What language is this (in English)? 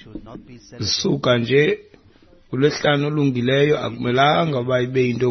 Xhosa